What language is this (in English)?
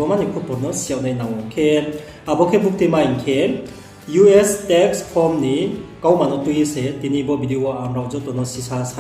Riang (India)